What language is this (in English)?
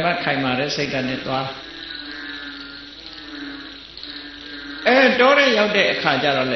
Burmese